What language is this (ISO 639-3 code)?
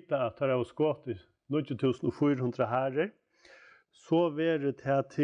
fao